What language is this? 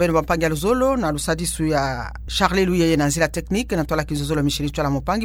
Kituba (Democratic Republic of Congo)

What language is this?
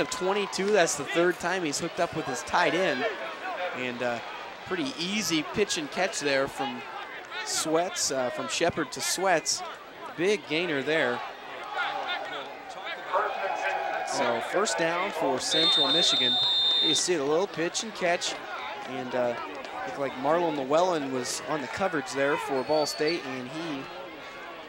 English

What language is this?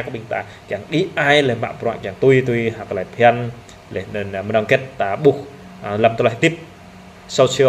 Jarai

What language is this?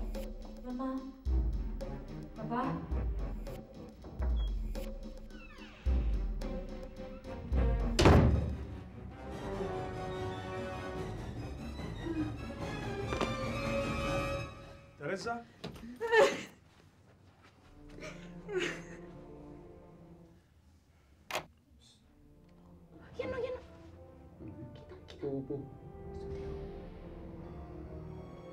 Greek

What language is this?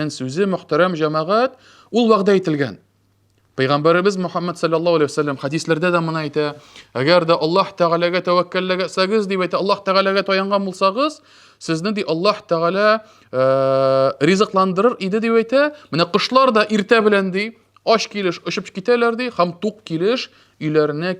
Tatar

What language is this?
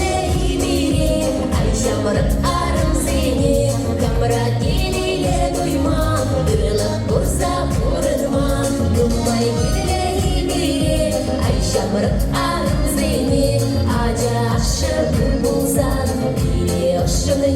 Chuvash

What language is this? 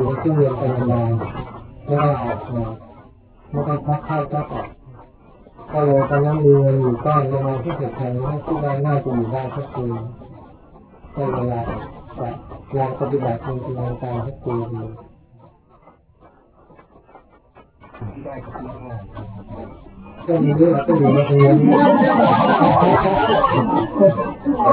Thai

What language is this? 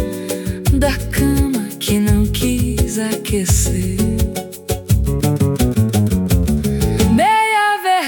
Portuguese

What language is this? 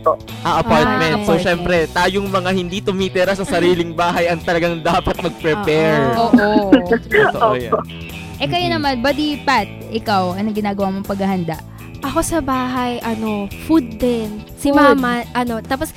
Filipino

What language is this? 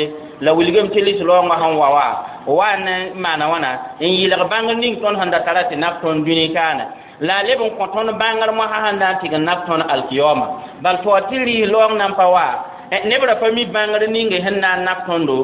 Mossi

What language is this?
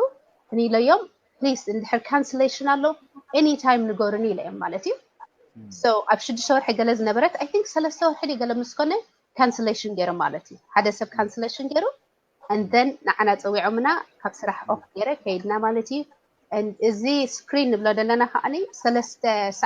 Tigrinya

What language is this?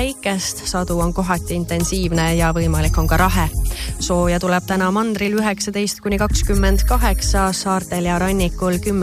Estonian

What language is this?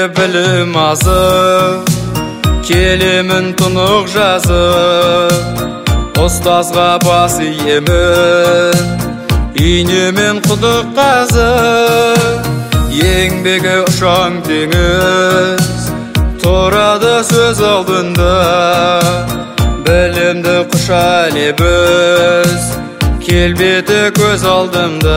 Kazakh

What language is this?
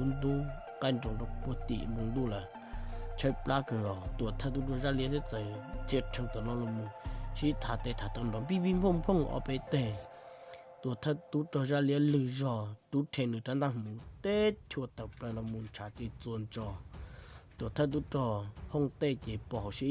Hmong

